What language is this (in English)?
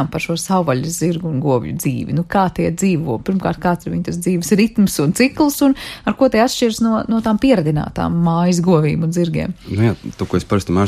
Latvian